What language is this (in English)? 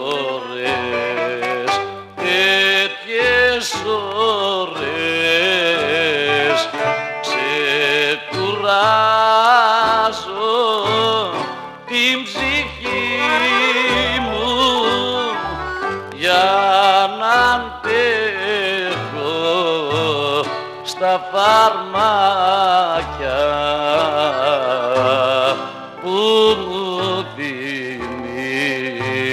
Greek